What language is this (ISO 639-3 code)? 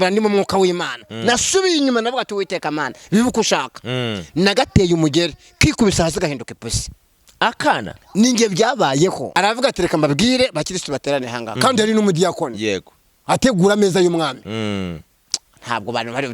kin